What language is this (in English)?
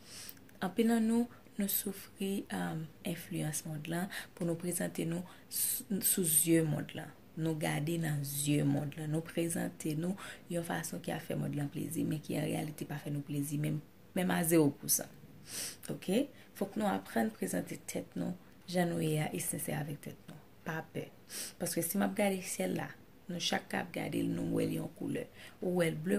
Haitian Creole